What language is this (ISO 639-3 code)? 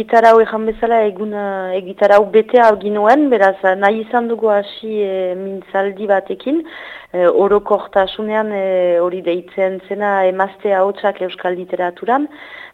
eus